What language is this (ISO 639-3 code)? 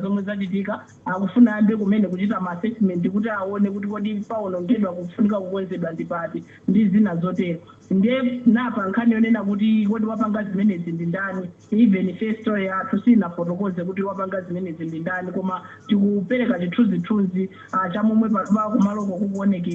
nya